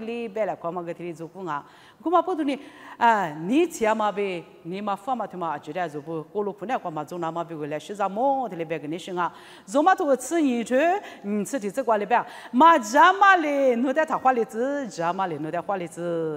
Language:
Lisu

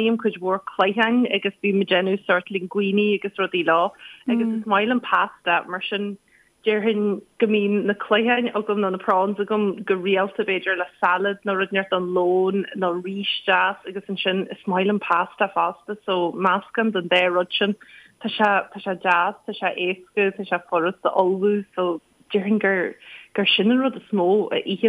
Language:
Irish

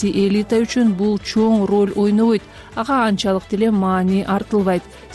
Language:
Kyrgyz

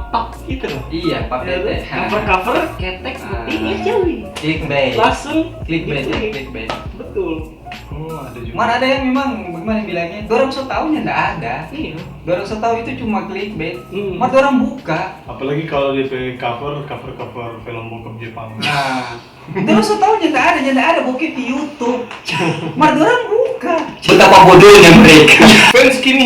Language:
Manado Malay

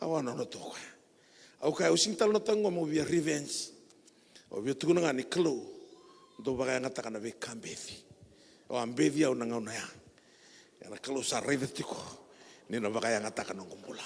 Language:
Fijian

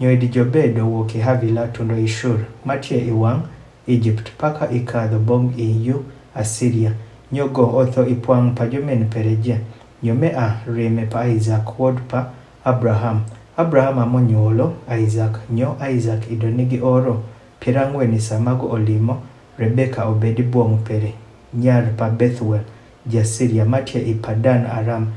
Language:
Adhola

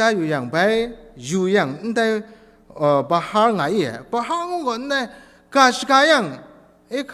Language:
Kachin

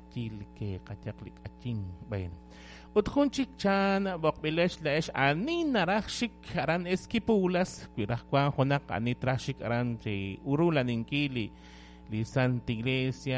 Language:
Kekchí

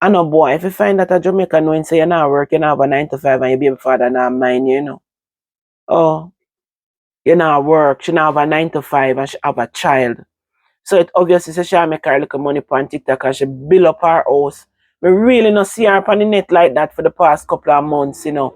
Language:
Jamaican Creole English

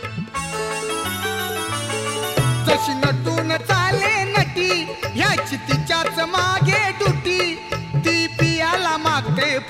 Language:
Marathi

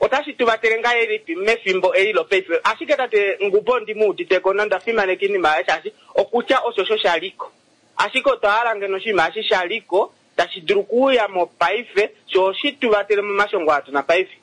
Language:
Kuanyama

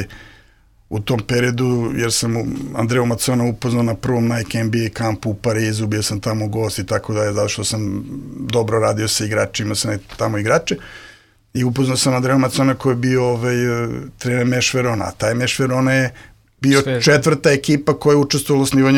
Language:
Serbian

